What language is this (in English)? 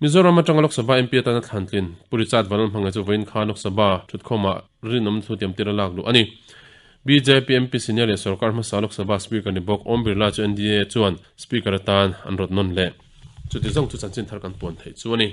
Mizo